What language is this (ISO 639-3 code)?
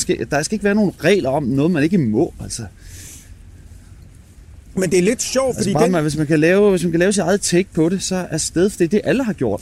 dan